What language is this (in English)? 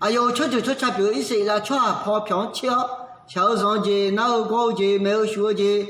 Akha